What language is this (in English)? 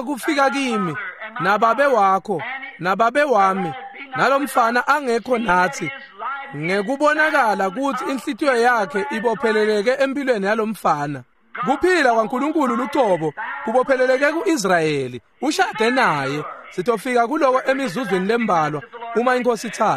Swati